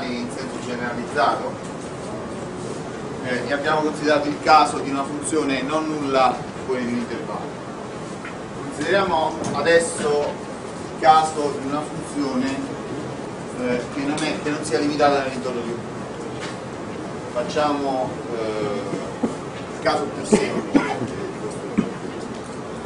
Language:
Italian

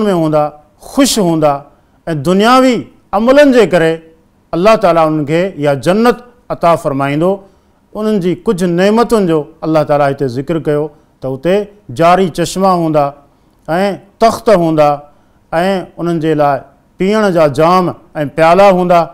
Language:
Sindhi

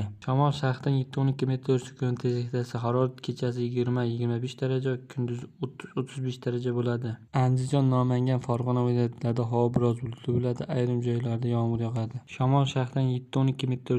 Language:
Uzbek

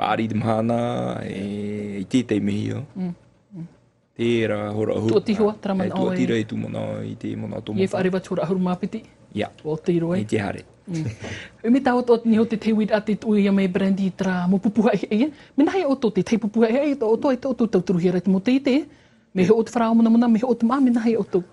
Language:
Tahitian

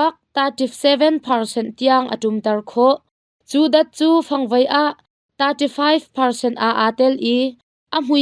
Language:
Hakha Chin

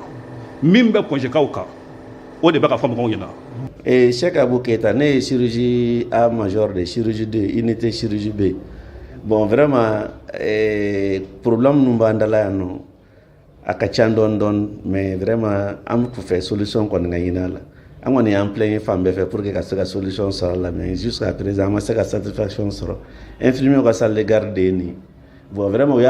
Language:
Bambara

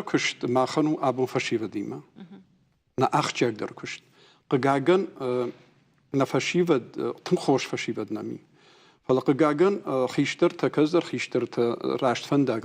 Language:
Ossetic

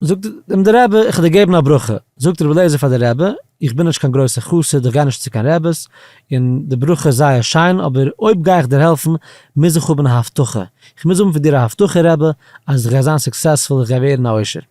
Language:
Yiddish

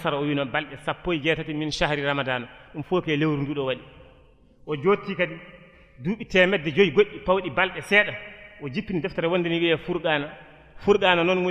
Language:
Fula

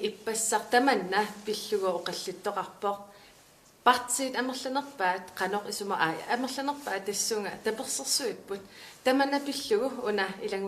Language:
Kalaallisut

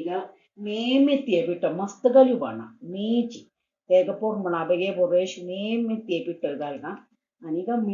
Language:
Konkani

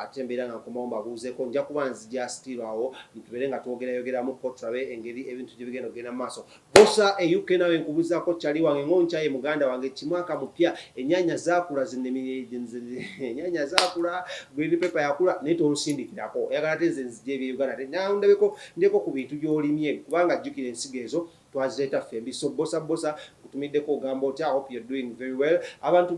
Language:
Ganda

